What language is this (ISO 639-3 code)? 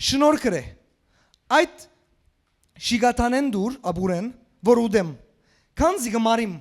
hyw